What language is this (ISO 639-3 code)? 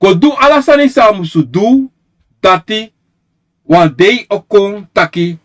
srn